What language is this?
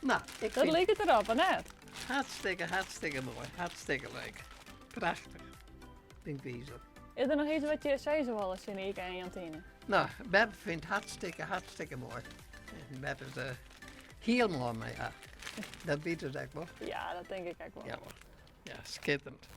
Western Frisian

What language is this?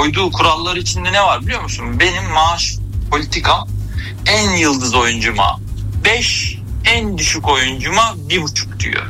Turkish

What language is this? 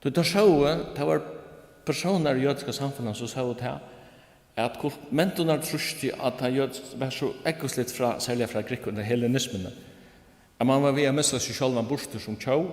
Faroese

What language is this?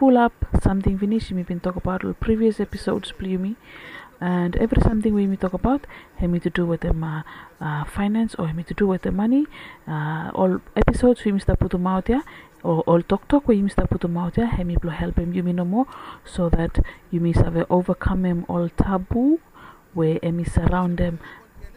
Bislama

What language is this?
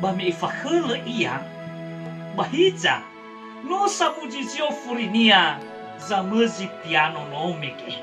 Nias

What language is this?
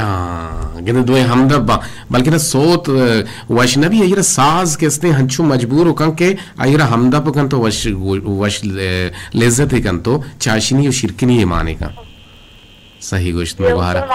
Eastern Balochi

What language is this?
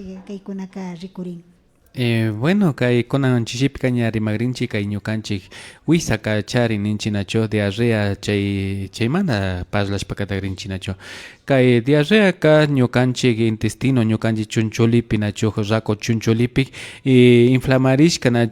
Imbabura Highland Quichua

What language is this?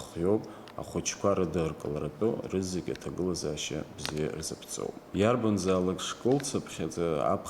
Abkhazian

